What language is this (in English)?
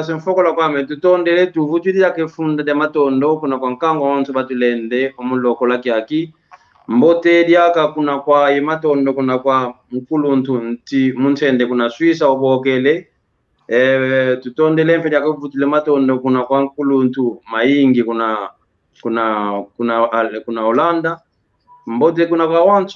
San Salvador Kongo